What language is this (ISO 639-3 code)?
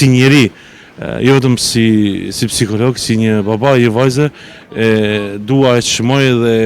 sqi